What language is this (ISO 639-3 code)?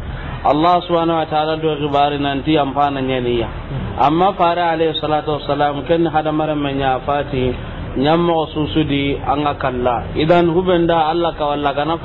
snk